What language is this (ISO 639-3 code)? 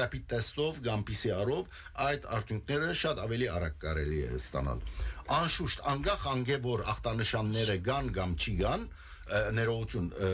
hyw